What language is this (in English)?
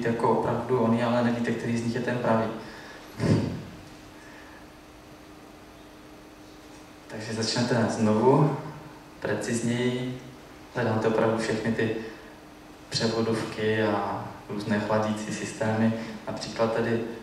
Czech